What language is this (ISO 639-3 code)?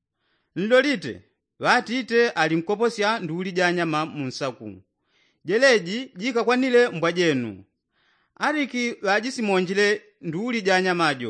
yao